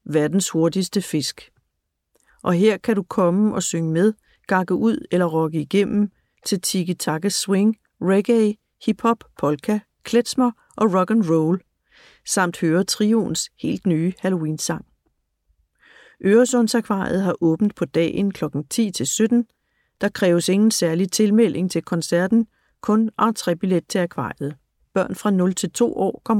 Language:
Danish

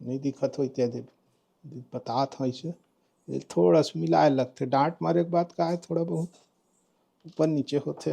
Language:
Chhattisgarhi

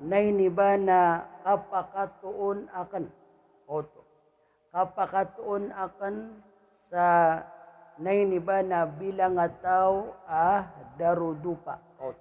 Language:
Maranao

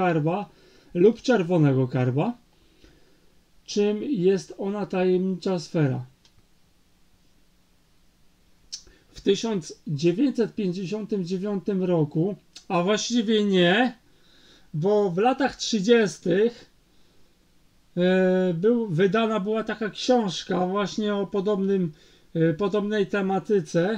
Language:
Polish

